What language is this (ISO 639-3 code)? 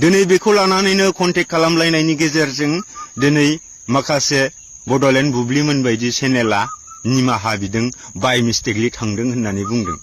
brx